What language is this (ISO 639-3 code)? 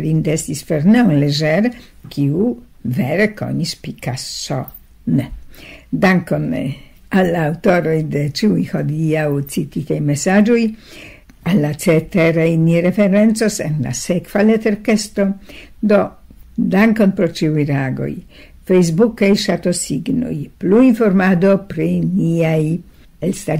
epo